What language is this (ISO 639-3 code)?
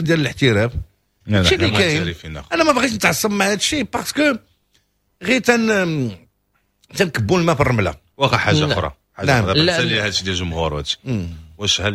ary